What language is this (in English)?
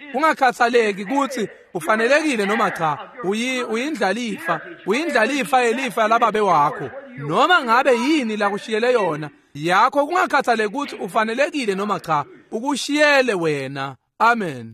Swati